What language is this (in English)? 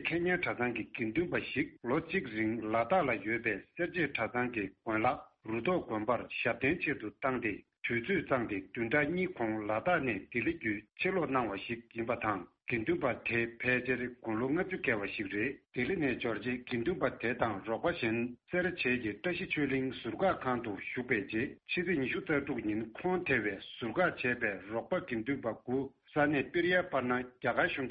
Tibetan